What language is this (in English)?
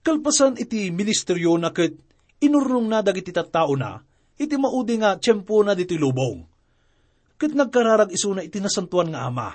Iloko